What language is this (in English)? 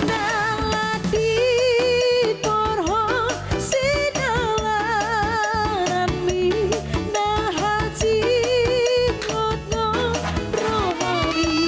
Batak Toba